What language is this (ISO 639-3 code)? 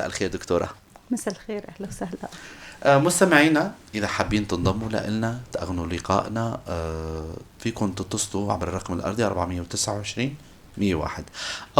apc